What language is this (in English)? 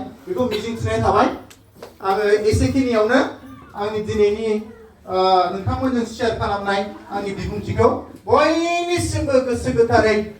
Bodo